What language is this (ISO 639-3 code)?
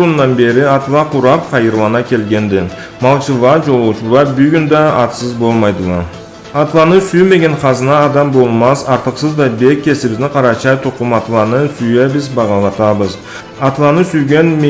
krc